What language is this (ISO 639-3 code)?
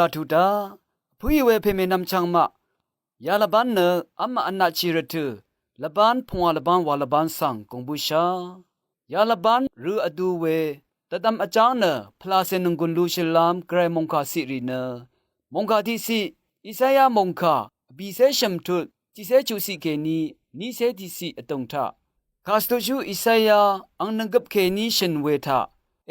raw